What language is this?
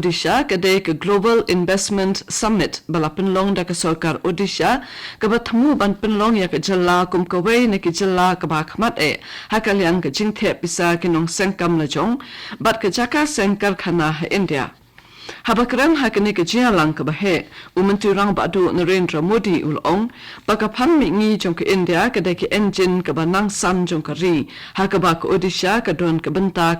Khasi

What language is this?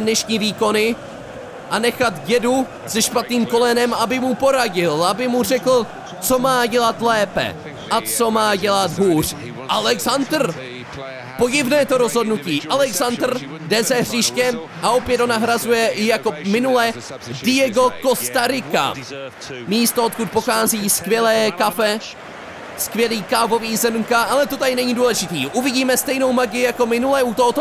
Czech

